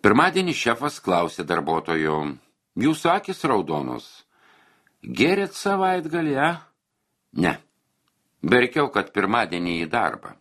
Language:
Lithuanian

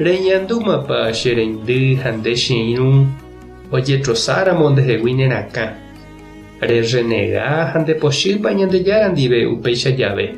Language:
Guarani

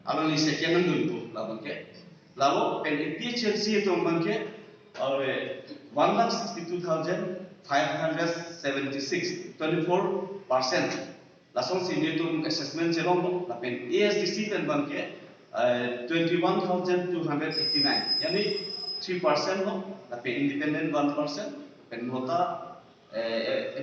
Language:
Karbi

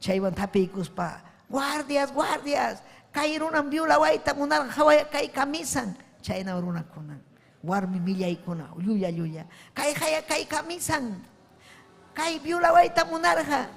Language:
Ayacucho Quechua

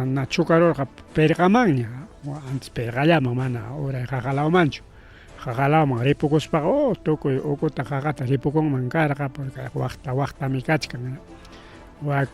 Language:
Ayacucho Quechua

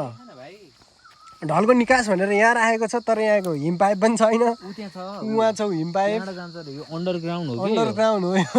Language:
Nepali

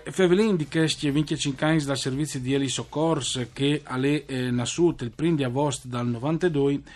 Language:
Friulian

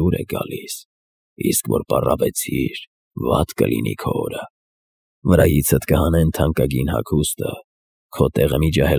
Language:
Armenian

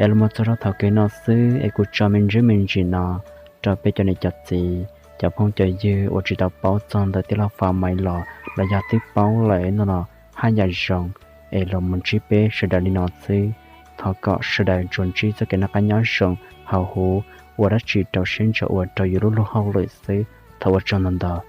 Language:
Hmong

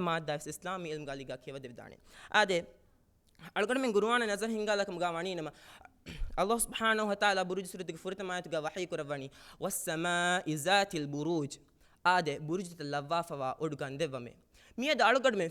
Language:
Divehi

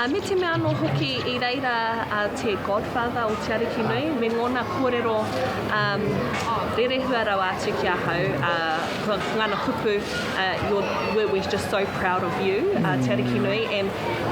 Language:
Māori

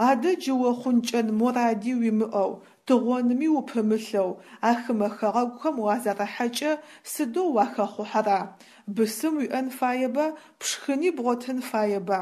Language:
Adyghe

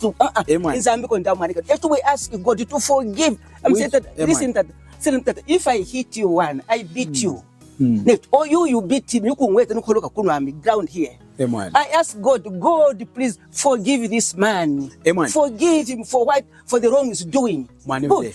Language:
Lunda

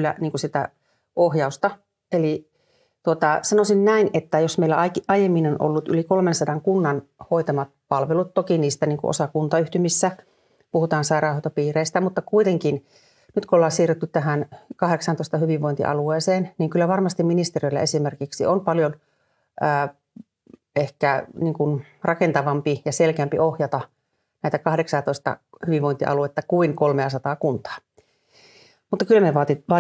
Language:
Finnish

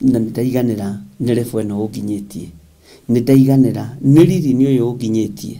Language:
Kikuyu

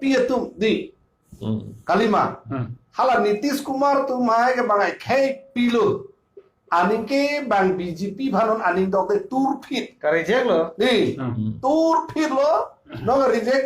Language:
Karbi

